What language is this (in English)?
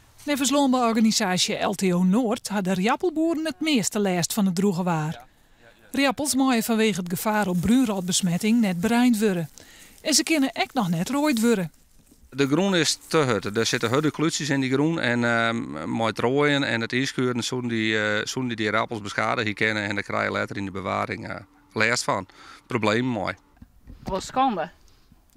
Western Frisian